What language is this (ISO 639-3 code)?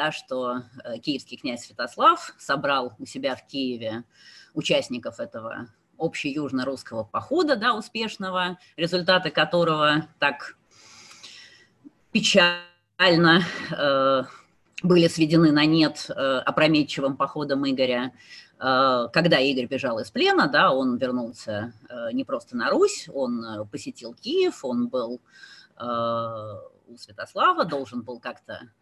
rus